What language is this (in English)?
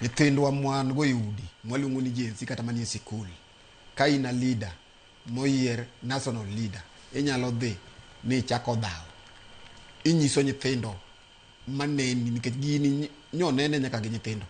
Luo (Kenya and Tanzania)